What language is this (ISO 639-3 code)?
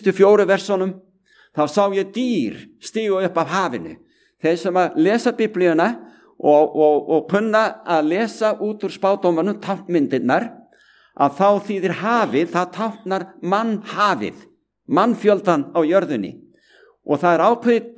isl